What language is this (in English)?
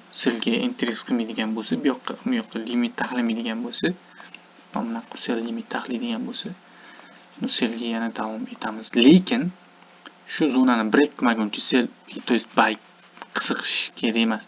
Uzbek